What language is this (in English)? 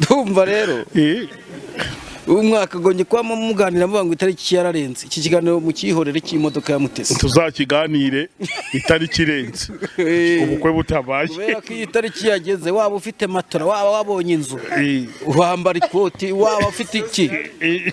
Kinyarwanda